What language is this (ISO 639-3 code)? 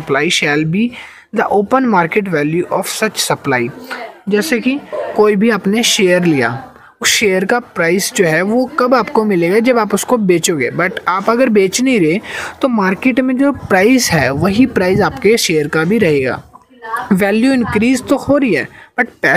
hin